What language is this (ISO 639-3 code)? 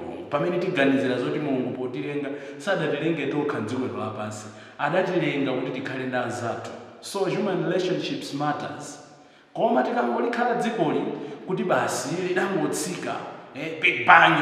nya